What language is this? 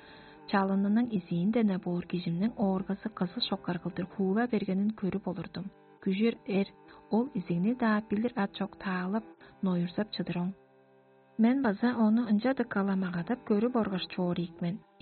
Tuvinian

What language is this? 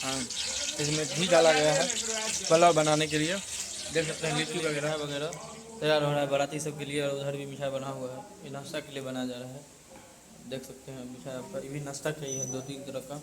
Maithili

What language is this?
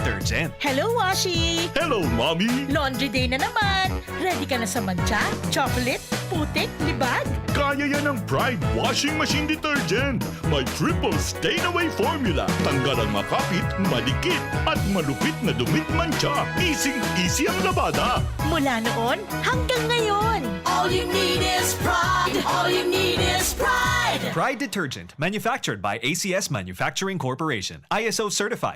Bikol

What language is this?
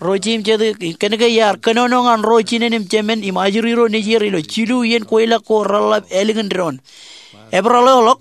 Marshallese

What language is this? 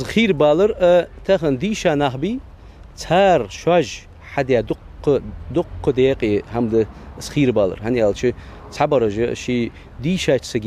Ingush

